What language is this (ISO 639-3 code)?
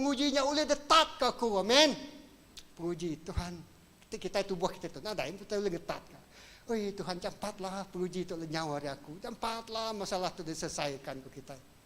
iba